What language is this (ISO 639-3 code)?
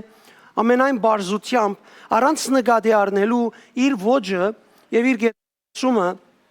hyw